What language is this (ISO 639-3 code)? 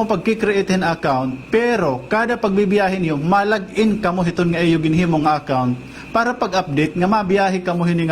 war